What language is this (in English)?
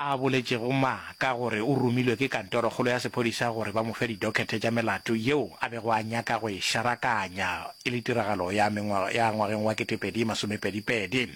Northern Sotho